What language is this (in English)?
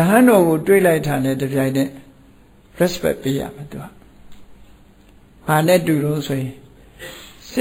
Burmese